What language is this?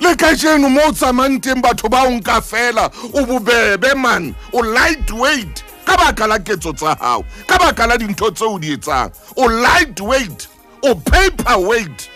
Southern Sotho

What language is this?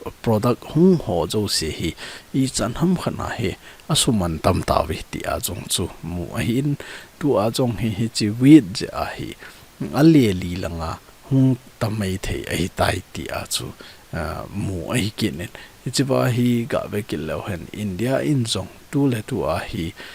Thado Chin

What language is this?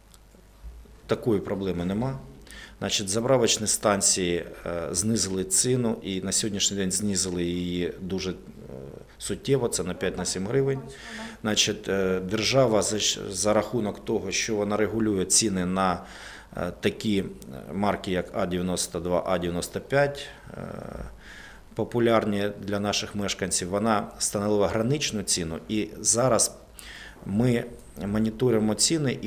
Ukrainian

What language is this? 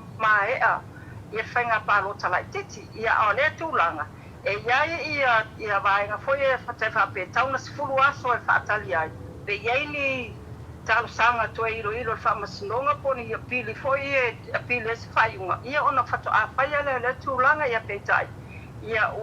Samoan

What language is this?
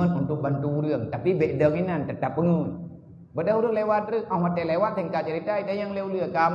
Achinese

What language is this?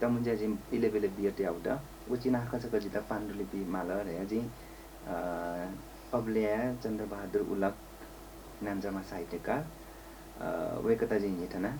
Newari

